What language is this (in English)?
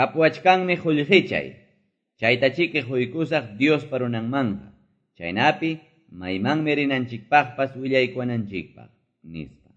Quechua